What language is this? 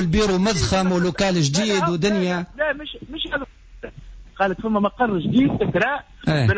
Tunisian Arabic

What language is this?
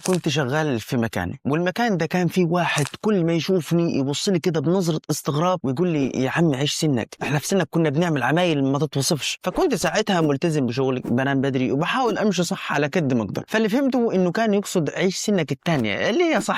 Egyptian Arabic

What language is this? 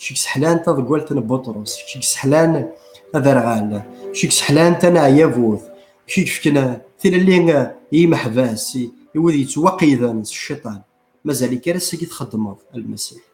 Kabyle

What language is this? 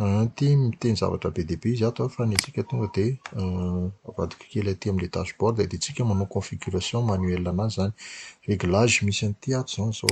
Malagasy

